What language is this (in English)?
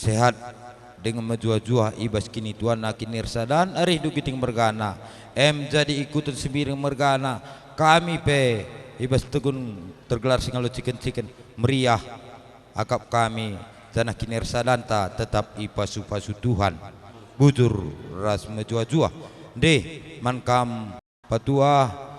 Batak Karo